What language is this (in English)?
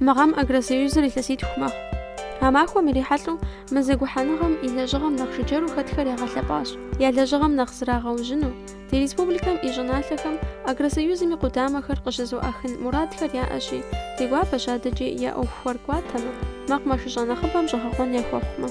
Kabardian